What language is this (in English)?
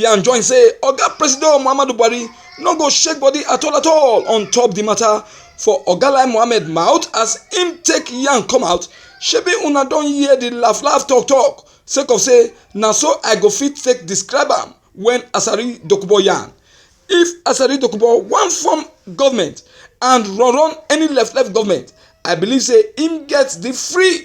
Nigerian Pidgin